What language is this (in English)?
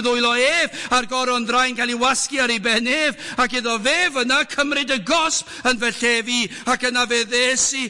Welsh